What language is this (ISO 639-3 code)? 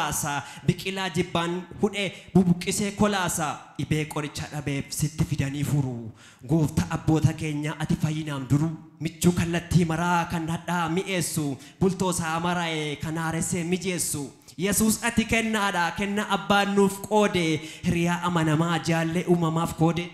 orm